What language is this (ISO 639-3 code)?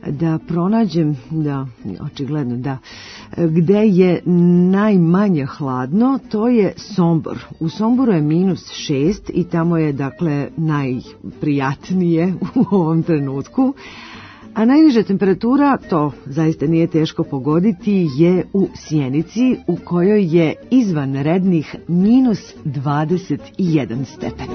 srp